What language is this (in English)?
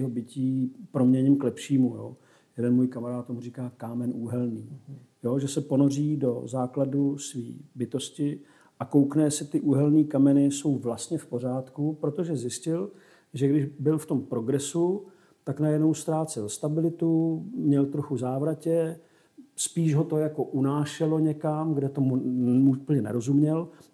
Czech